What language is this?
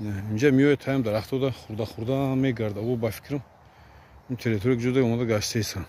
Tajik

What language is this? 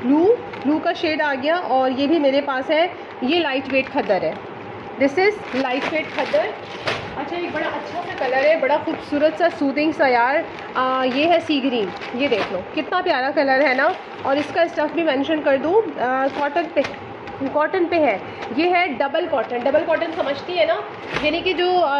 Hindi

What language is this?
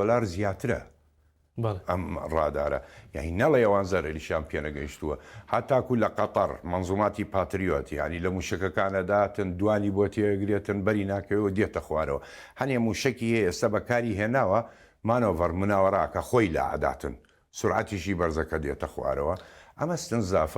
Central Kurdish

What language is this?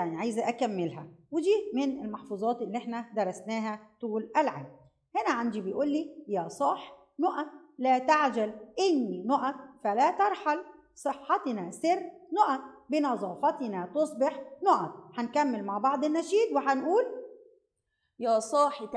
Egyptian Arabic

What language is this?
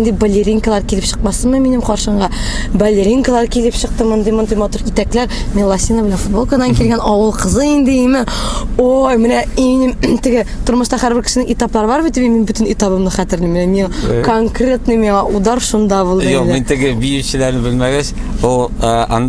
Tatar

